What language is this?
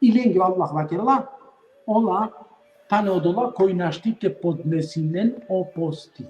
Balkan Romani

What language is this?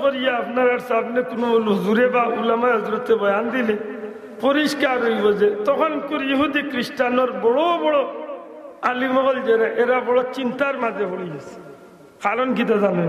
Sylheti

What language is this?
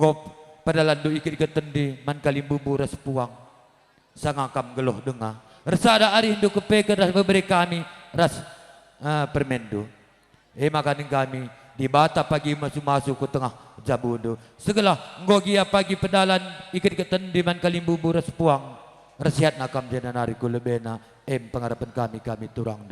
Batak Karo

